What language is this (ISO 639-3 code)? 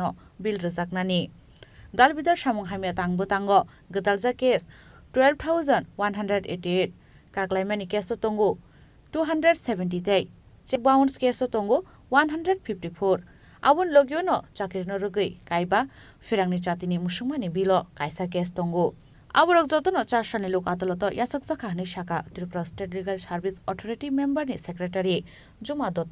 trp